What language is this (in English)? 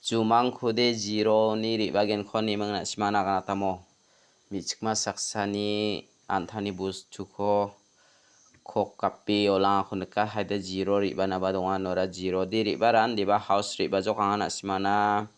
Garo